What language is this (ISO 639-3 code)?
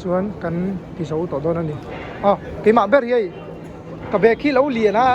lus